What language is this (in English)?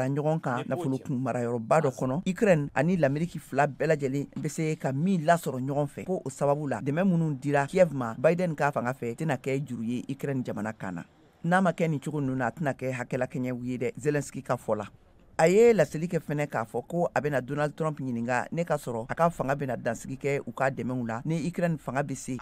Bambara